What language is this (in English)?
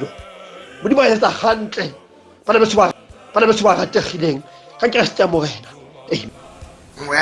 Tswana